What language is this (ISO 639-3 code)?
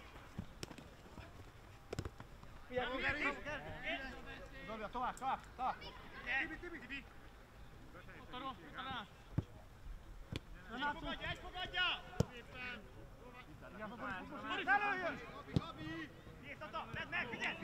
hun